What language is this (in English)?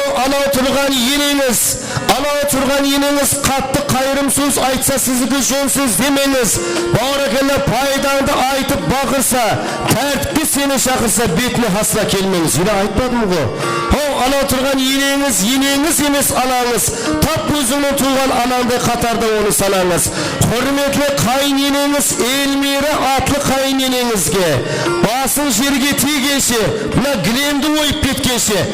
Kara-Kalpak